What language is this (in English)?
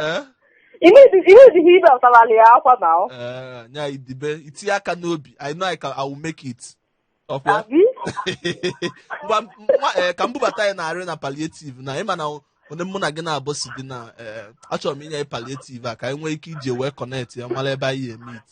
Igbo